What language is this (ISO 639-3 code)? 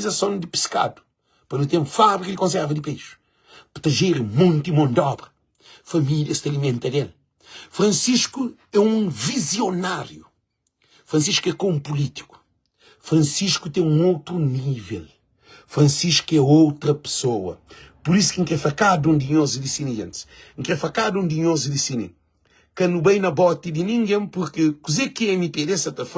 kea